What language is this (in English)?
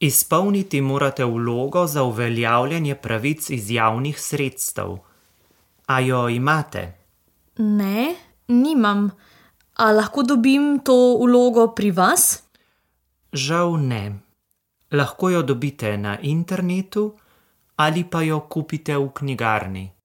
Slovenian